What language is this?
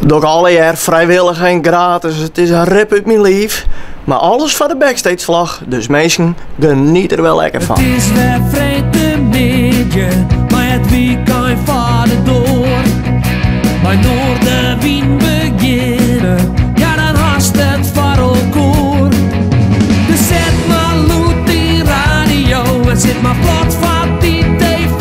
Western Frisian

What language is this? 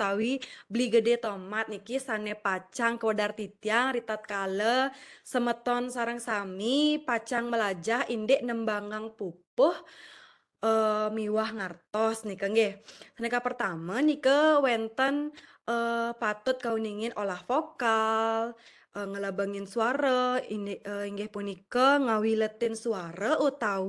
Balinese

